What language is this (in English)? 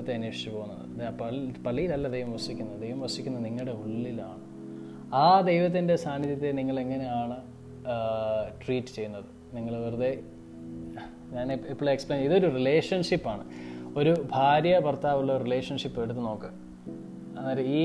Malayalam